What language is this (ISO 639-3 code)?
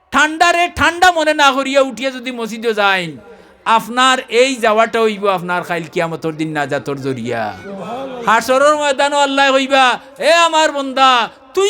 syl